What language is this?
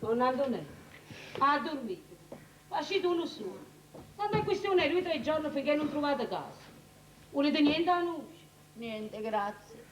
Neapolitan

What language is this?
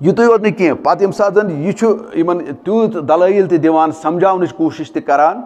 Kashmiri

